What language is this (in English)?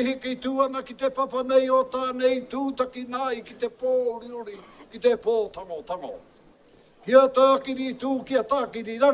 Māori